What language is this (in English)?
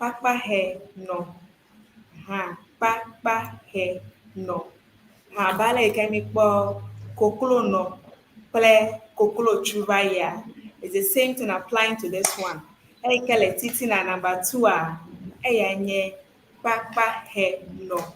Ewe